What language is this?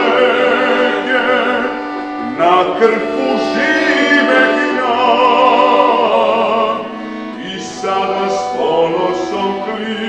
Serbian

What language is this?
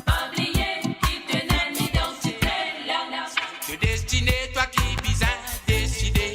Morisyen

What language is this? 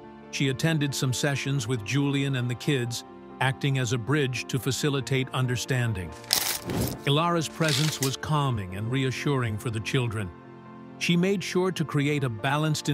English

